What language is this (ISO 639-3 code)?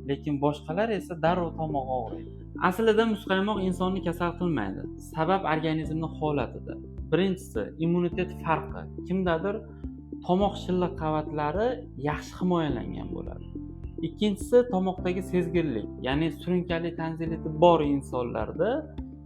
uzb